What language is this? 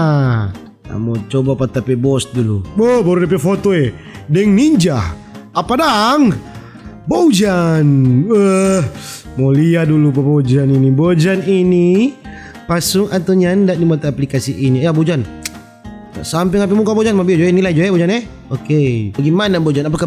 Manado Malay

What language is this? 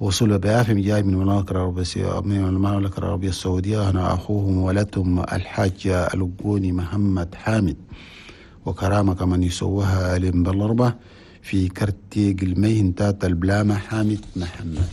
Chadian Arabic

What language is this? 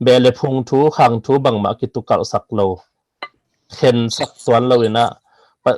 Tedim Chin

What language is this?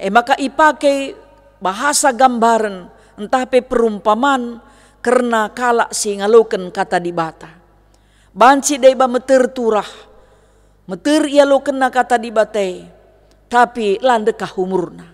Batak Karo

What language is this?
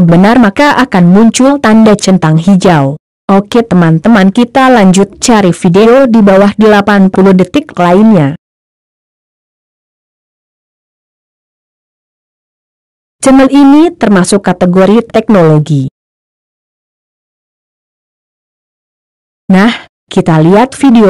Indonesian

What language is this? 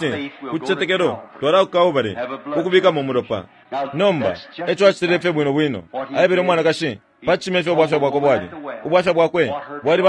Bemba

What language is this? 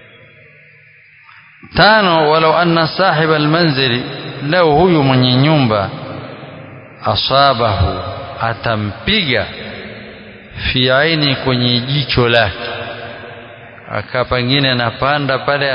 Swahili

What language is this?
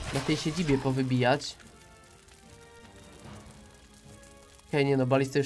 Polish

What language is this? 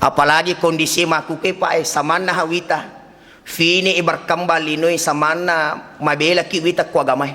Buginese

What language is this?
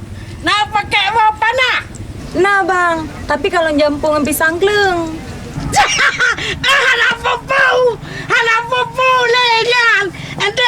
Achinese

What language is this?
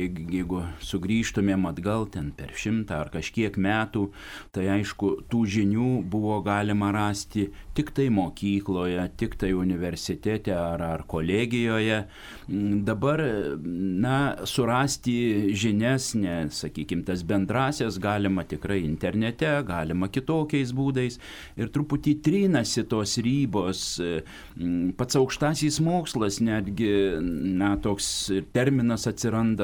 Lithuanian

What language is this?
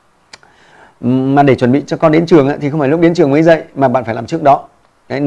Vietnamese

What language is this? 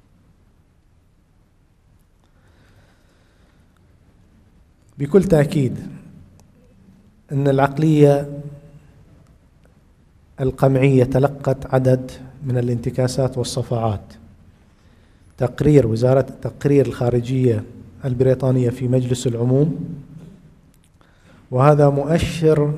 Arabic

